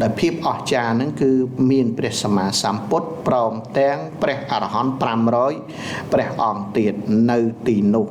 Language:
Khmer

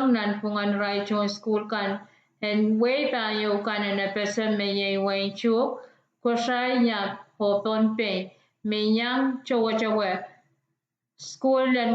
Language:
Pohnpeian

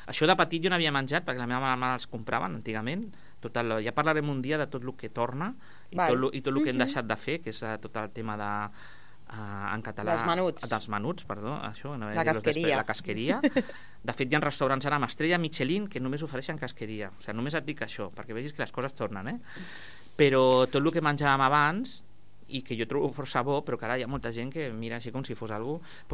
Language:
Catalan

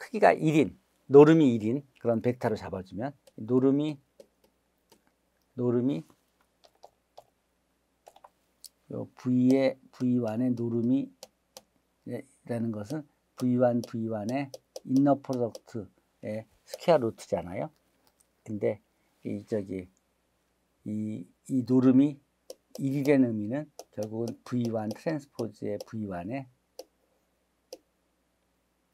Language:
Korean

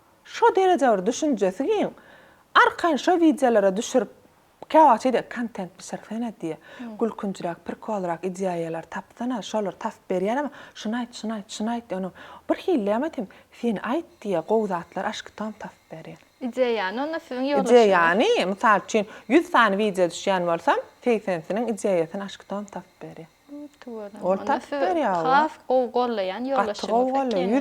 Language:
Turkmen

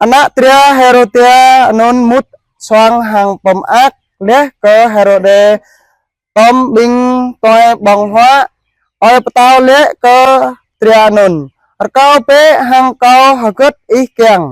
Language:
Jarai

